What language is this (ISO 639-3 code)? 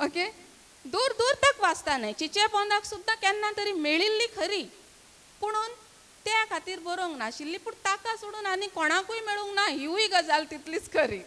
kok